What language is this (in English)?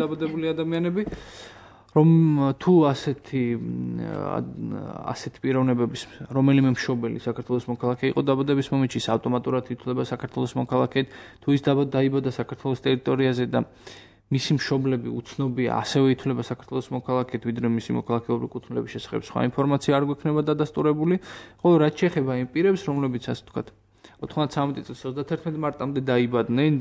Georgian